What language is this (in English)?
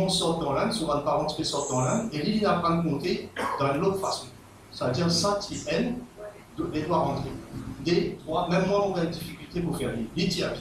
Morisyen